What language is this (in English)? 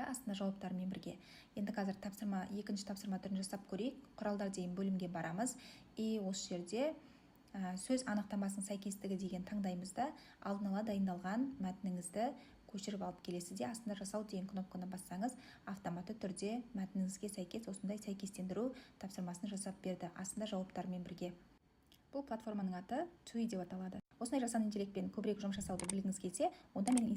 Kazakh